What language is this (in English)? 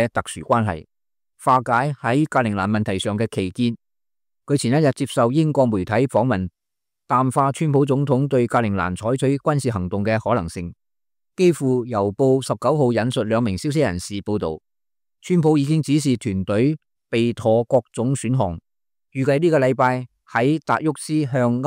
Cantonese